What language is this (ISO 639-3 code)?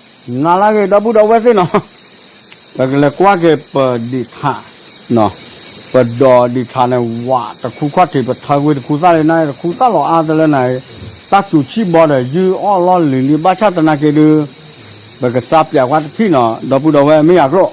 ksw